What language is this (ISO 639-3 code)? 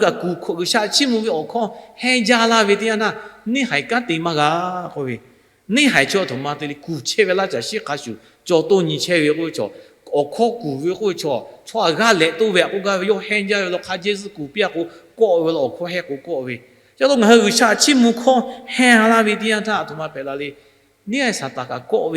lhu